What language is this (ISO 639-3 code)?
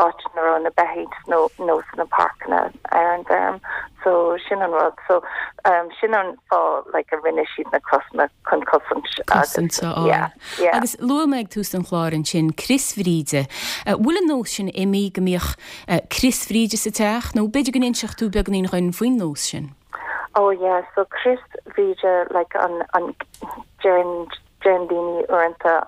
gle